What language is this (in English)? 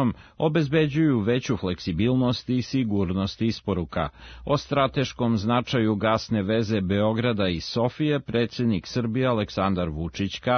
Serbian